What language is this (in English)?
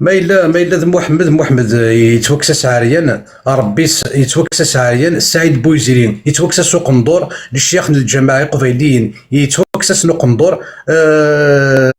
Kabyle